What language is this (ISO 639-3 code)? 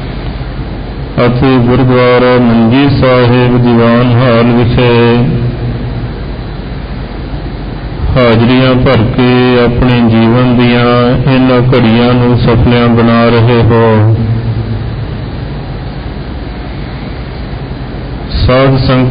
pan